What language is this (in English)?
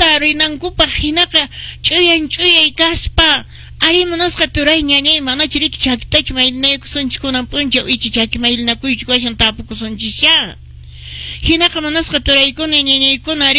Quechua